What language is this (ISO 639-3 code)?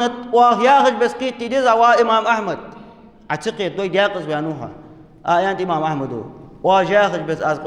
inh